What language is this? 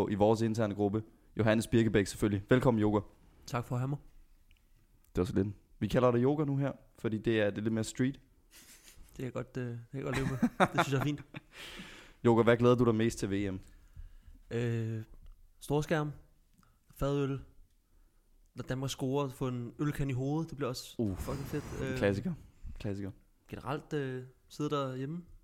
Danish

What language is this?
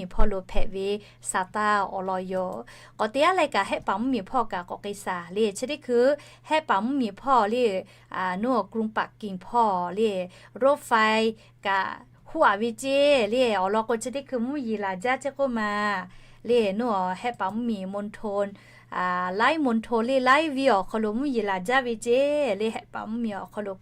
Lahu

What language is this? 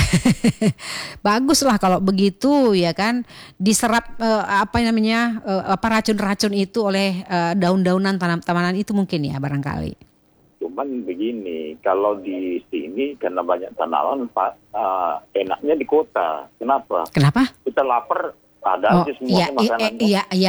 Indonesian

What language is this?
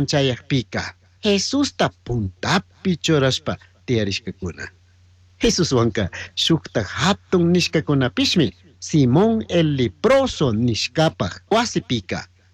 Chimborazo Highland Quichua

